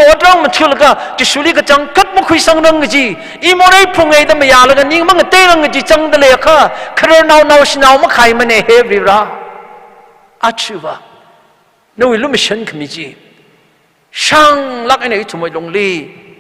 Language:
Tangkhul Naga (India)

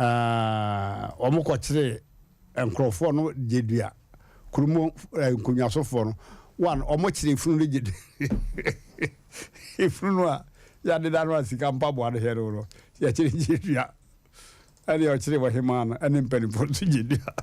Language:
Akan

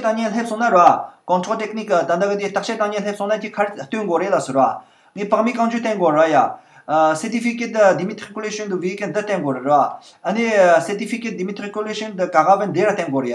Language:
Tibetan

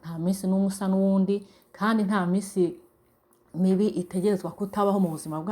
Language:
Rundi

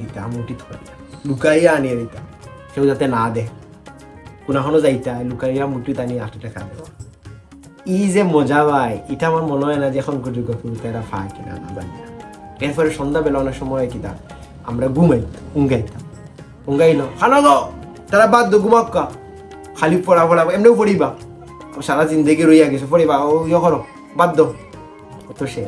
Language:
Sylheti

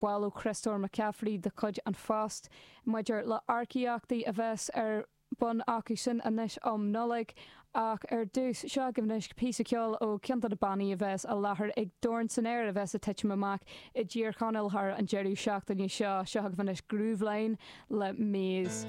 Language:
Irish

